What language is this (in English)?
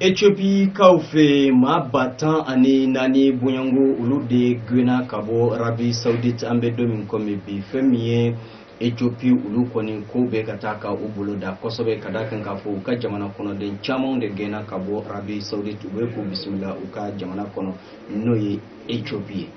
Bambara